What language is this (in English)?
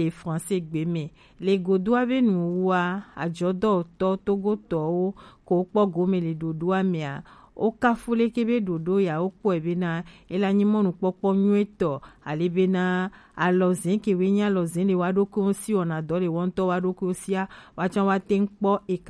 Gen